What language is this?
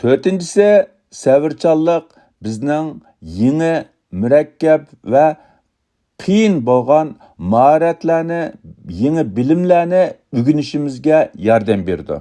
Uyghur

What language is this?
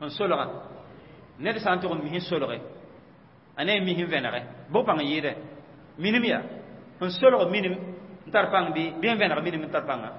Mossi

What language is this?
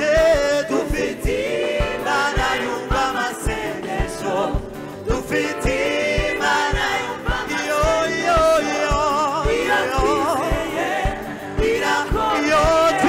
Kinyarwanda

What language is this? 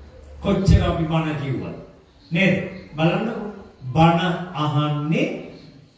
Sinhala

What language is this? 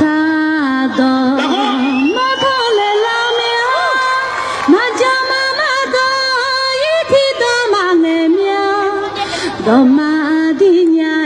Akha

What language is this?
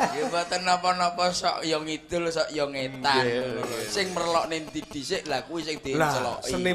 Javanese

